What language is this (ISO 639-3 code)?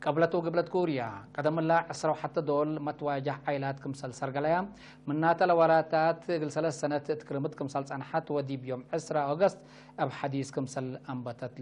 tig